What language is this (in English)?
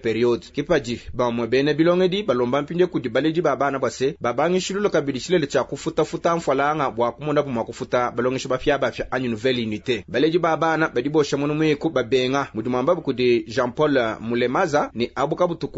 Luba-Lulua